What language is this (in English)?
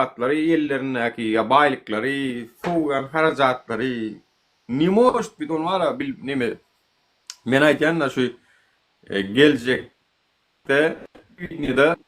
Turkmen